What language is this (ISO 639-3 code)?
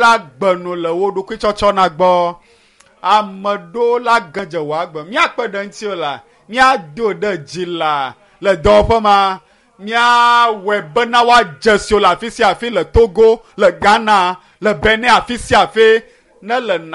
ewe